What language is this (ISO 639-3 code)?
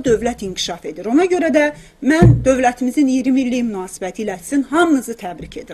azb